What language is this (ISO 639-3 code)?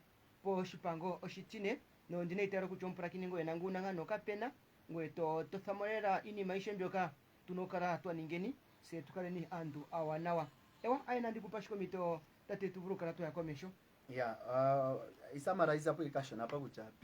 kua